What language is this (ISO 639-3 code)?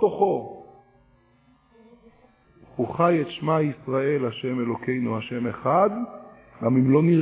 heb